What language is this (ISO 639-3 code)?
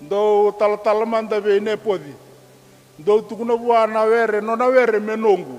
fij